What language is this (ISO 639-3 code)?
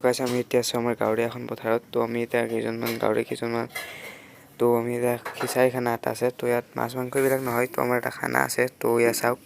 asm